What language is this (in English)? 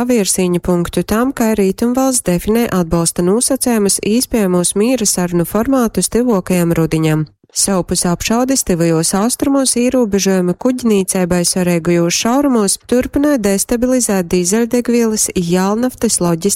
Latgalian